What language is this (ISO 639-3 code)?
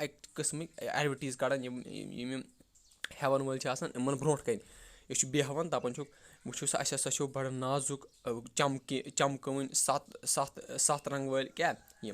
kas